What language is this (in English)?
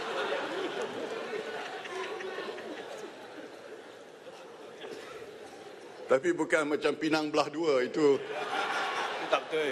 Malay